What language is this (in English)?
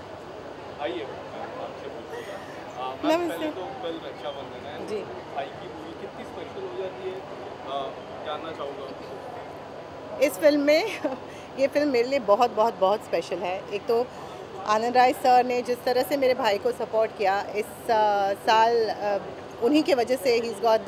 Hindi